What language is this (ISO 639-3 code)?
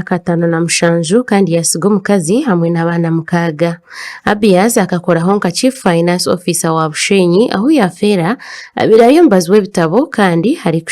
nyn